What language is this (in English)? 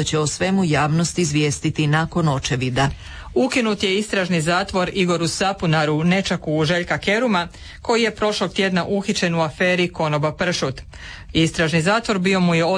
Croatian